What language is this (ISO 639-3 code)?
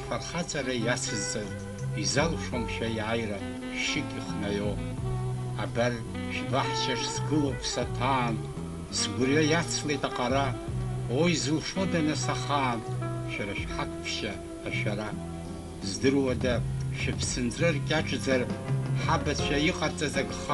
abk